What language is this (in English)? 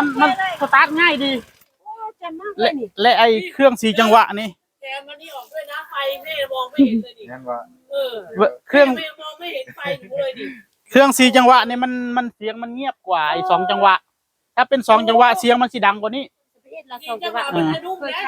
Northeastern Thai